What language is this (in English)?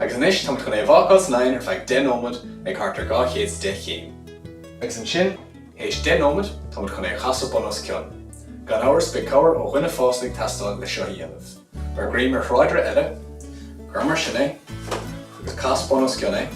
Irish